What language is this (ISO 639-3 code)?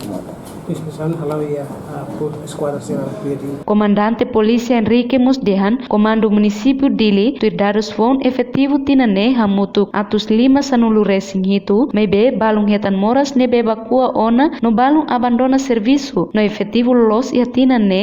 tet